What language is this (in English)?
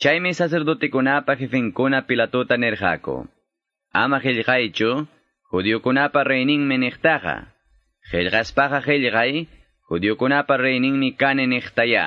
Quechua